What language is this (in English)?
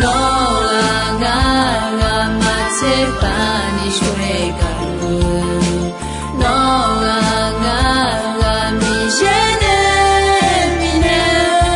Akha